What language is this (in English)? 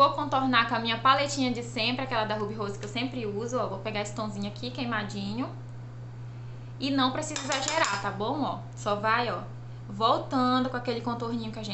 Portuguese